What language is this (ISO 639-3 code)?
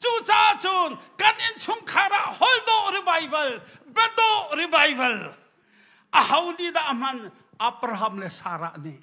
cnh